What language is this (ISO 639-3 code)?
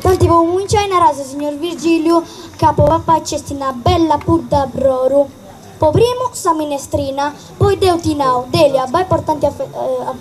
srd